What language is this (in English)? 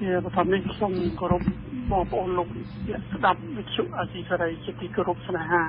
Khmer